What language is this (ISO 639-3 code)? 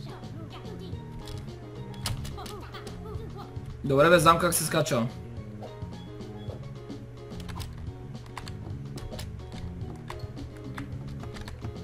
bul